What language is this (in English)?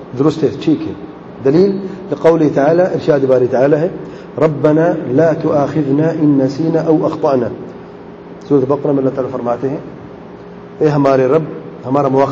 Urdu